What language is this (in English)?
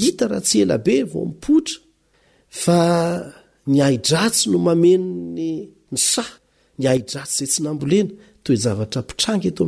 Malagasy